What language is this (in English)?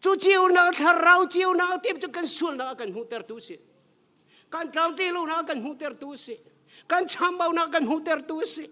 Hakha Chin